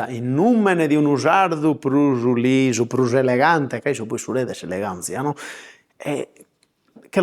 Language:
Sardinian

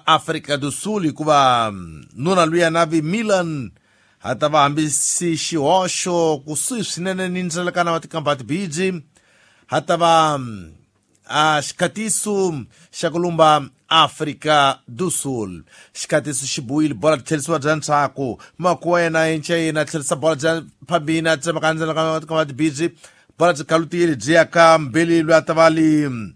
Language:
Tsonga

